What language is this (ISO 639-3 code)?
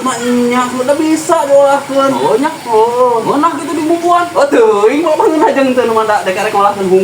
sun